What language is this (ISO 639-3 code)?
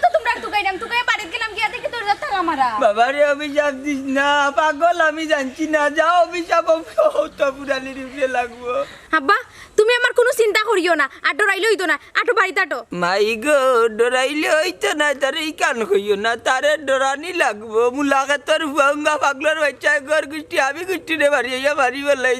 syl